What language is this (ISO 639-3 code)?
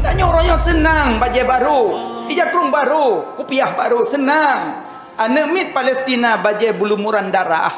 ace